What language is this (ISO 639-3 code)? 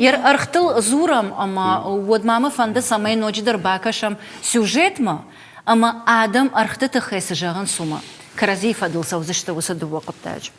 oss